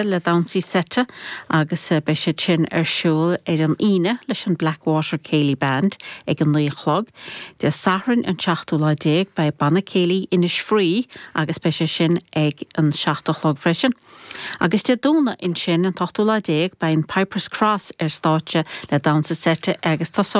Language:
Irish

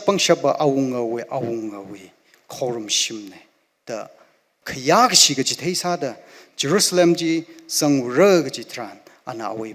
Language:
Tangkhul Naga (India)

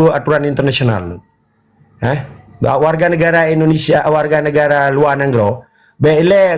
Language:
Achinese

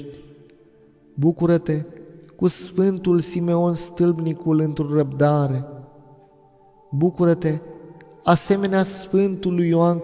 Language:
Romanian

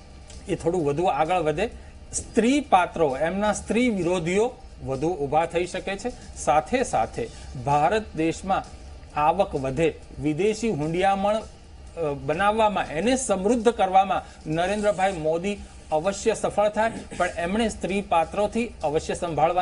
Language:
Gujarati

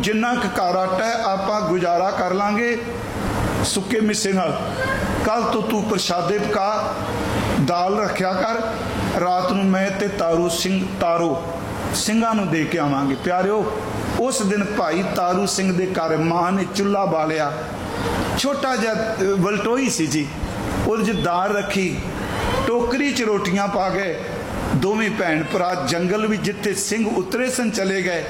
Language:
Punjabi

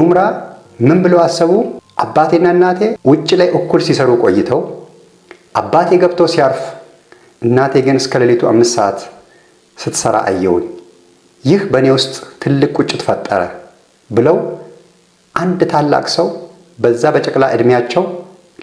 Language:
Amharic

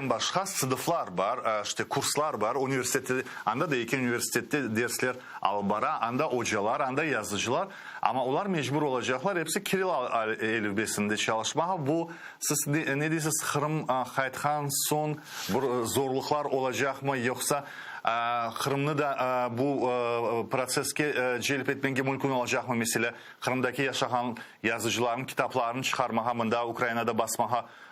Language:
Crimean Tatar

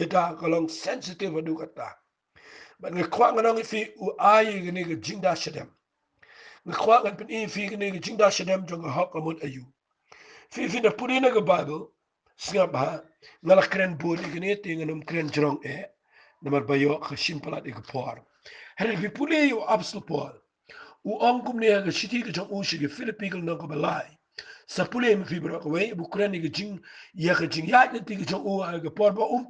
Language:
Khasi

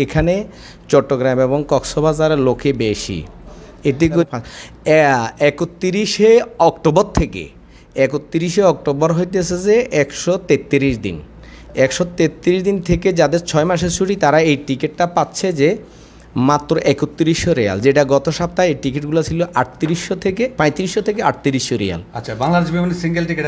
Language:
Bangla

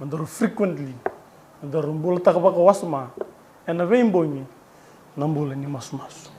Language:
Fijian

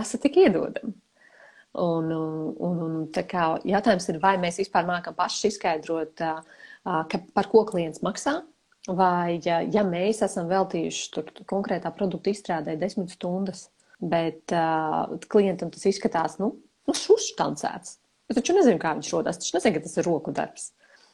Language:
Latvian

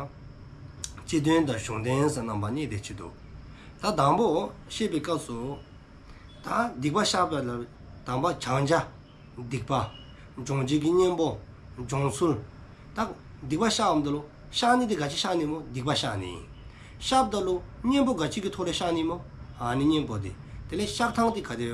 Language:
Dzongkha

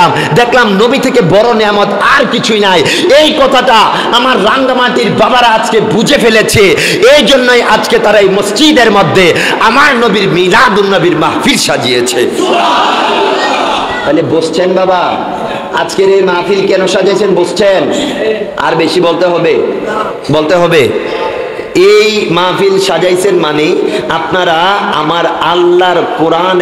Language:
Bangla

